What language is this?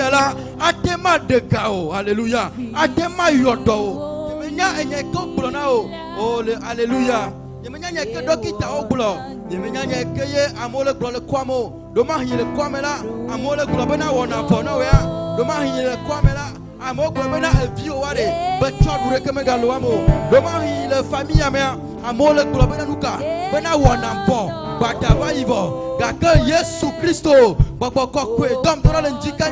Ewe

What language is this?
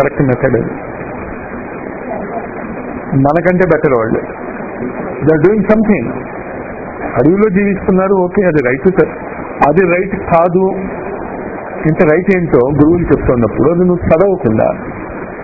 Telugu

